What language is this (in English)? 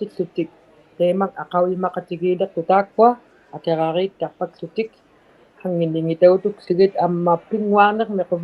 Inuktitut